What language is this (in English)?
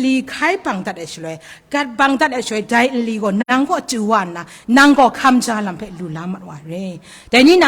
Kachin